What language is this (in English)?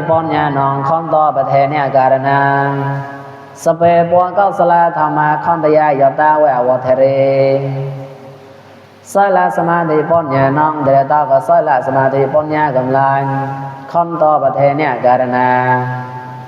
Mon